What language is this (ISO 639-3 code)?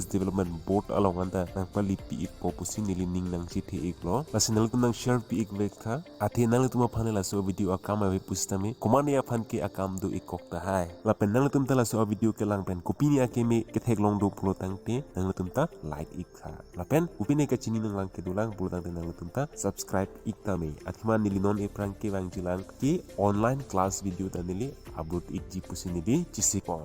mjw